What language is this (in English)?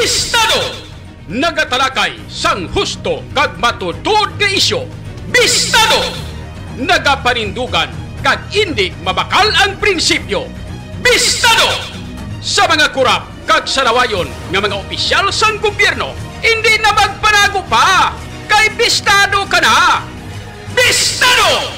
Hiligaynon